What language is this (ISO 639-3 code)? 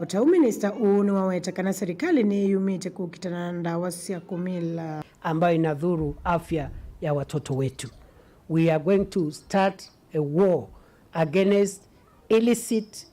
kam